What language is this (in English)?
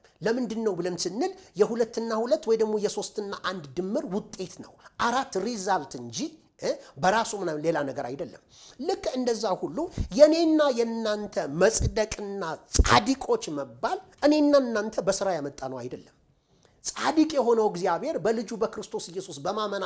Amharic